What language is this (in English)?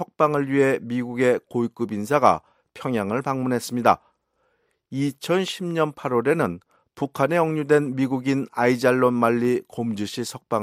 Korean